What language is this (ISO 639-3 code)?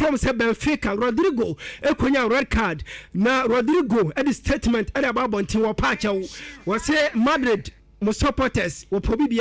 aka